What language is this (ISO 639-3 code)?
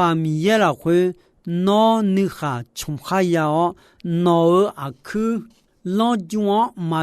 ahk